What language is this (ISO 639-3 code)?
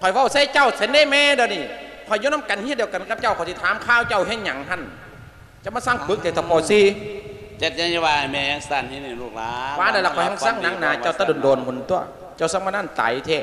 lao